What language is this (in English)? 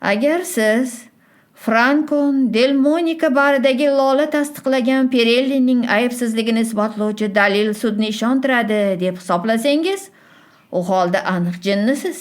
Uzbek